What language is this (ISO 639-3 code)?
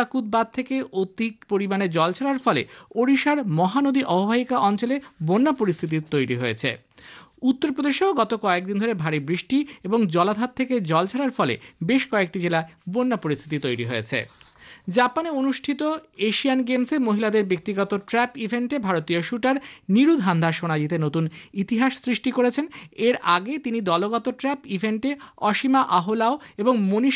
ben